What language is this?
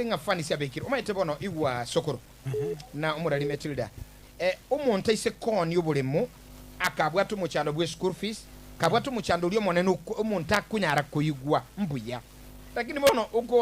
Gusii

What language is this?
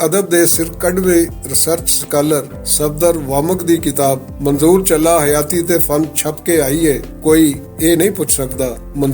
Western Panjabi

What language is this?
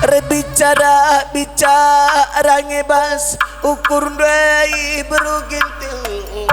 Batak Karo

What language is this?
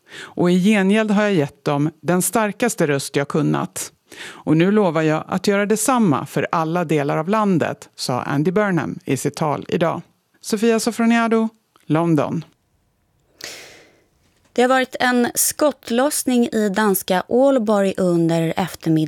Swedish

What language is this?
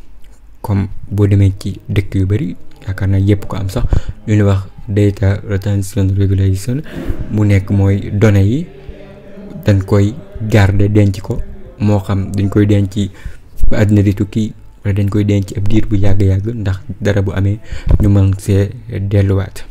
Wolof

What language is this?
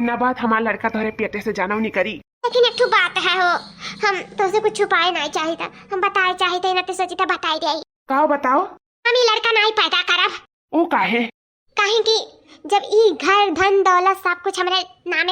Awadhi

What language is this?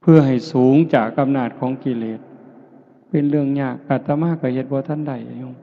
Lao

